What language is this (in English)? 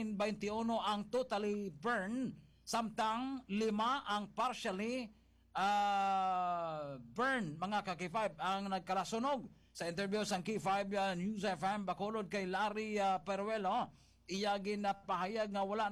Hiligaynon